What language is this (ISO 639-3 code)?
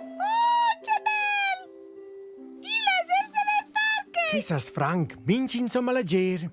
roh